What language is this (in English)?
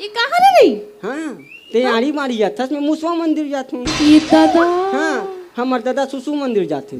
Chhattisgarhi